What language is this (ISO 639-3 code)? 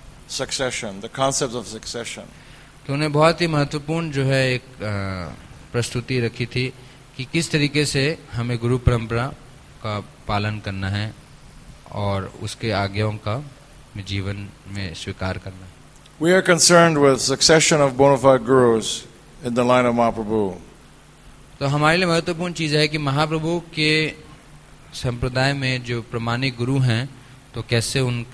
hin